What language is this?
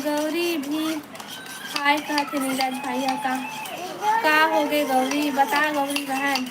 Chhattisgarhi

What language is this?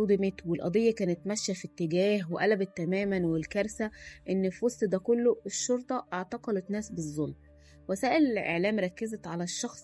Egyptian Arabic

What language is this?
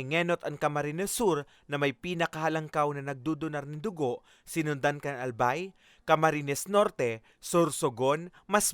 Bikol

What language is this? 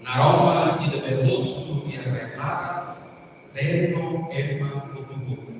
Tetum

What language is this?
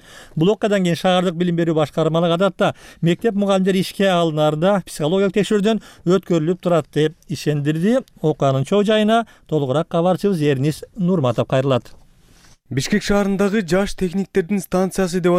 Kyrgyz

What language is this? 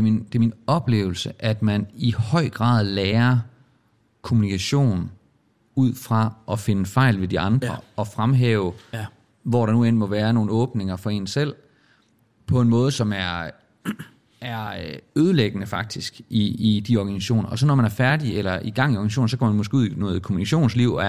Danish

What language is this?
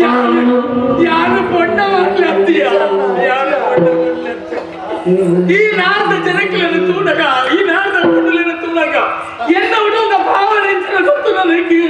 Tulu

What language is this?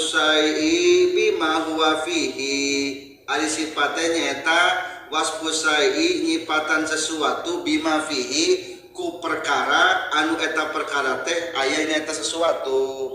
Sundanese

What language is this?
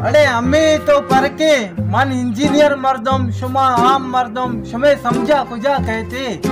Baluchi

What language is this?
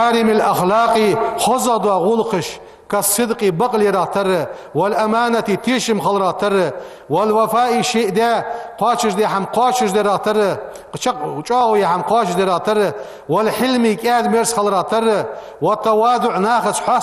Ingush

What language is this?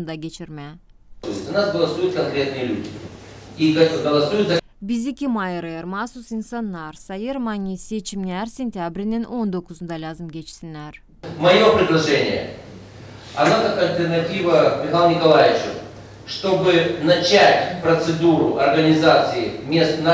Gagauz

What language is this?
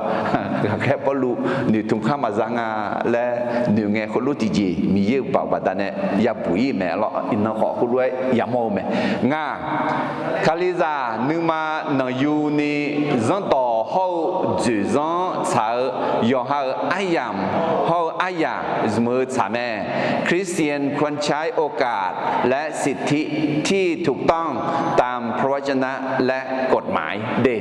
Akha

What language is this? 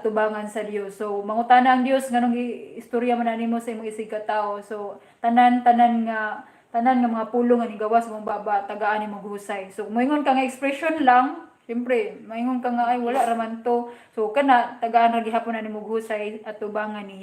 Cebuano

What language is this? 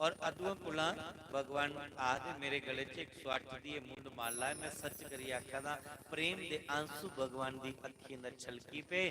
Dogri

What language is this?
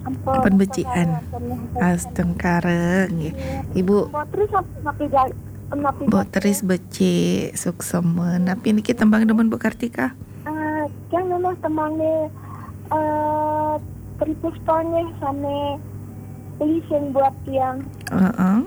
Balinese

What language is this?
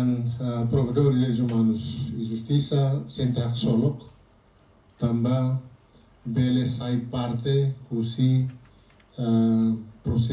Tetum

